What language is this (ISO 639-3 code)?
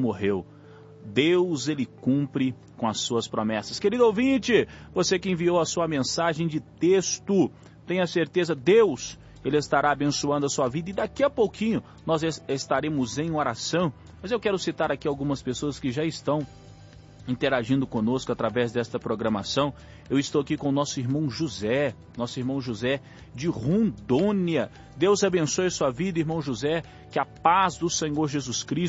por